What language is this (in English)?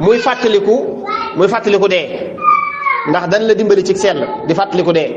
Wolof